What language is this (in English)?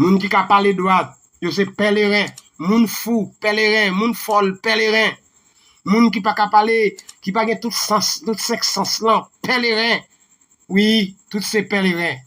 Haitian Creole